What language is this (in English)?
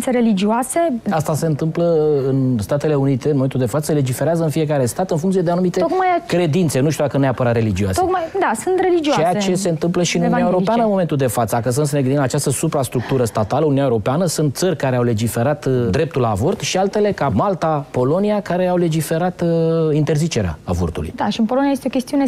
Romanian